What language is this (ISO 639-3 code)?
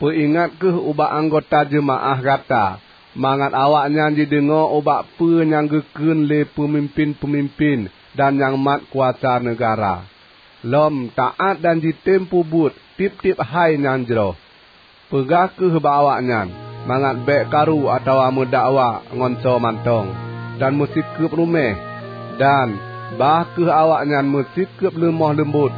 ace